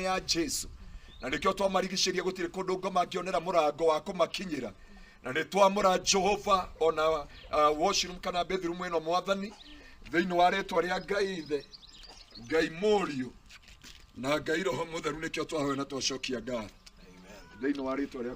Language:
Kikuyu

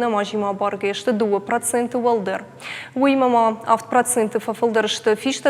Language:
Ossetic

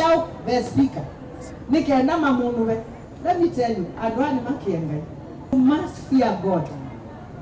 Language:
Kamba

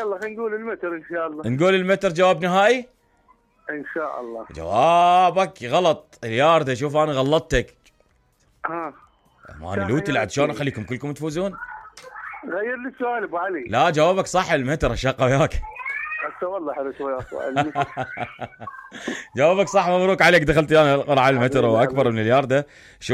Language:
Mesopotamian Arabic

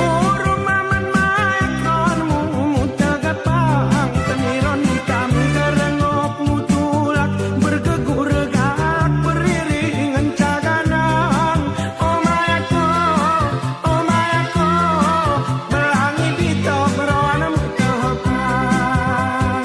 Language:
Gayo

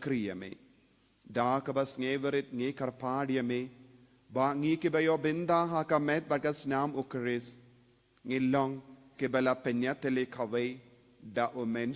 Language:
Khasi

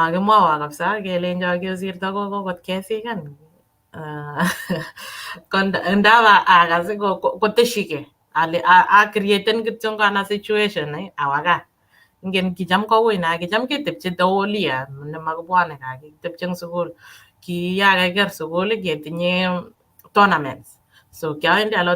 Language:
Kalenjin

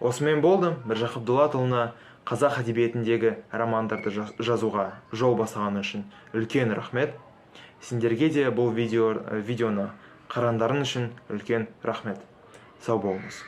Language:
Kazakh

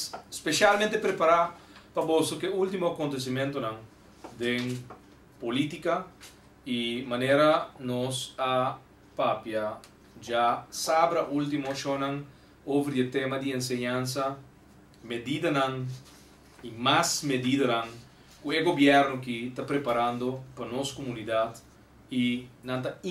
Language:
Papiamento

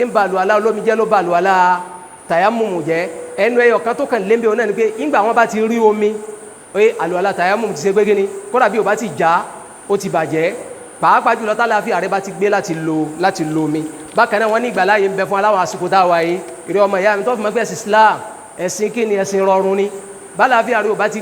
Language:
Yoruba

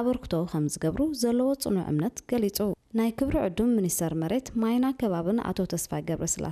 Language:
Tigrinya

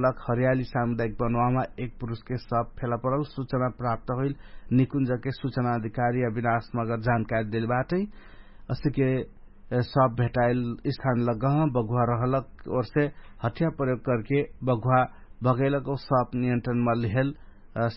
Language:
Dangaura Tharu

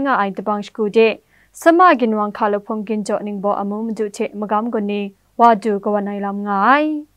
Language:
Kachin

